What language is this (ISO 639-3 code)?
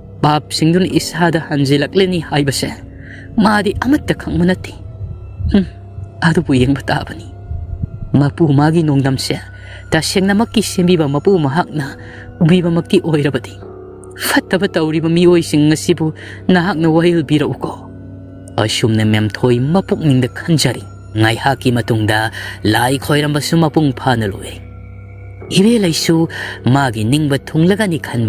mni